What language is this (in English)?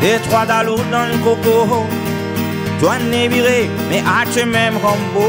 Réunion Creole French